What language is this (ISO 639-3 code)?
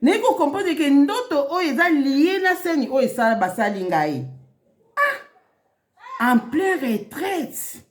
lin